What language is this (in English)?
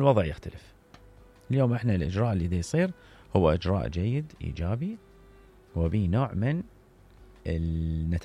Mesopotamian Arabic